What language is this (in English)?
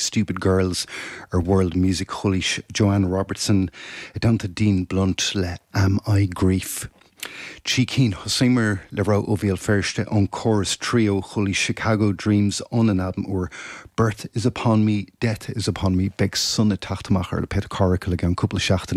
Irish